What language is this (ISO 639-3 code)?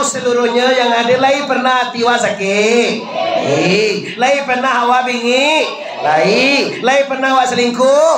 min